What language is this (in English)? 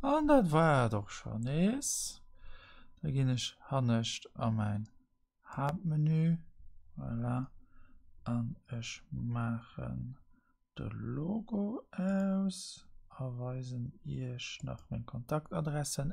Luxembourgish